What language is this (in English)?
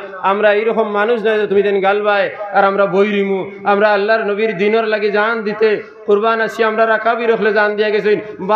Sylheti